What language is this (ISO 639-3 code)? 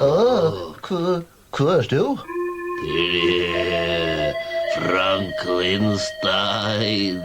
fao